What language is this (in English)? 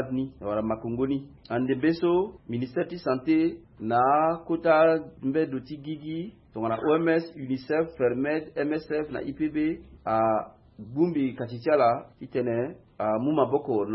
Sango